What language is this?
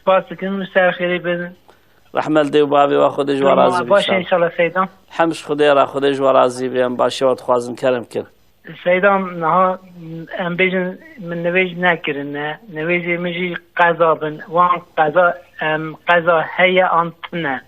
Kurdish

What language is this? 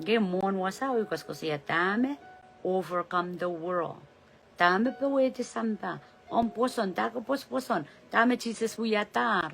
Pohnpeian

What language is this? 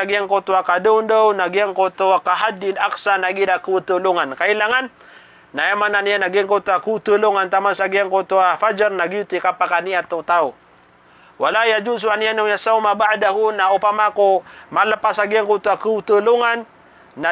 Maranao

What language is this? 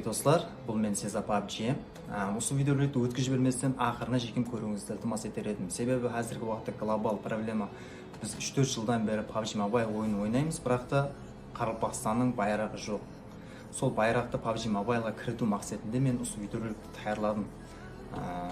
Kara-Kalpak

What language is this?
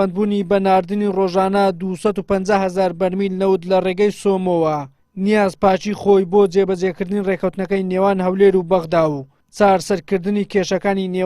Central Kurdish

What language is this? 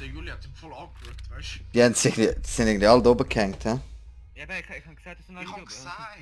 Swiss German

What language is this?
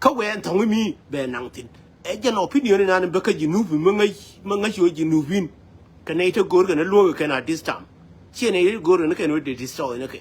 Nuer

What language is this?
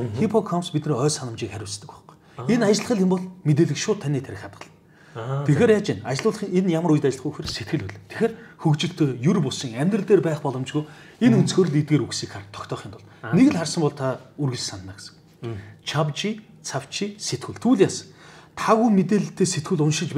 Mongolian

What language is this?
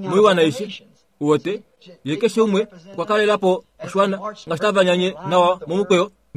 Kuanyama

